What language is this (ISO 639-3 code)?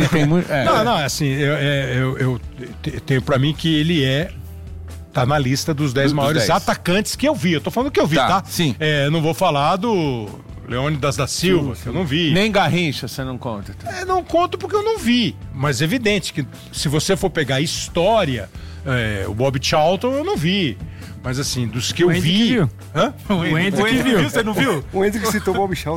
por